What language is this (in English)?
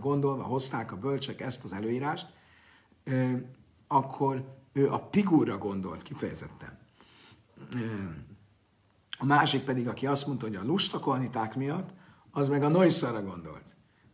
Hungarian